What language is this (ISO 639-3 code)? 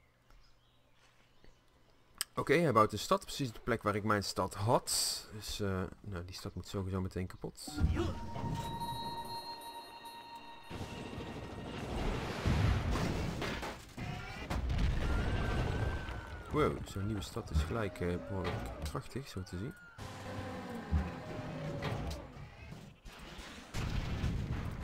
nld